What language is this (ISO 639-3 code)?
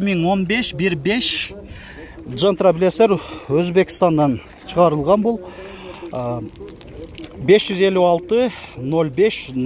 kir